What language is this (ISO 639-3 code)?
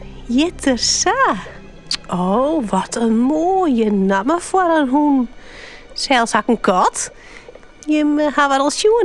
fry